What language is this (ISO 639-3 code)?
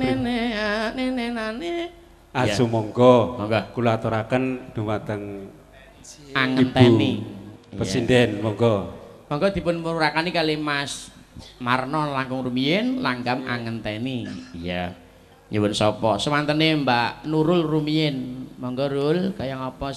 jav